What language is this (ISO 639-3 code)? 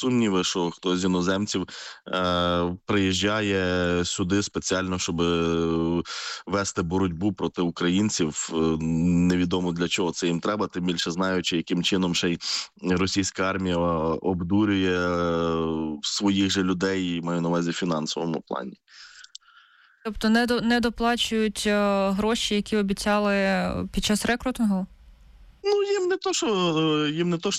ukr